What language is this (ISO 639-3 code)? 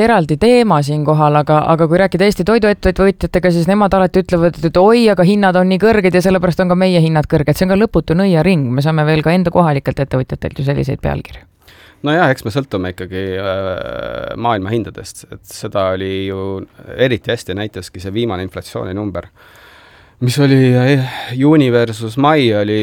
est